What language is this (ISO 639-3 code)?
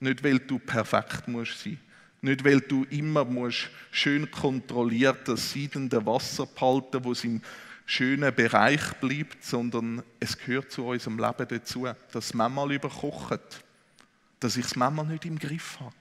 gsw